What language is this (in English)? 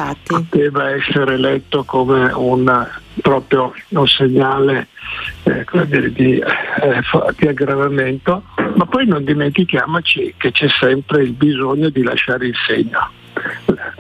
Italian